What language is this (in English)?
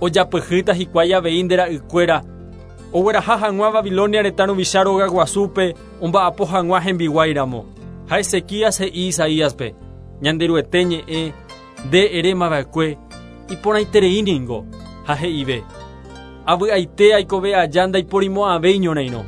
Guarani